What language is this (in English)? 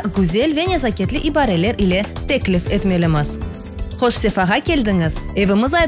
Crimean Tatar